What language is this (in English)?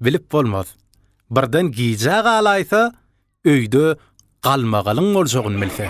Turkmen